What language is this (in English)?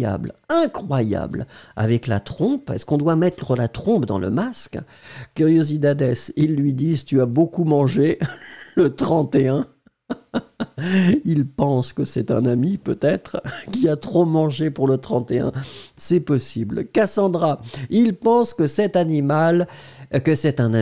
French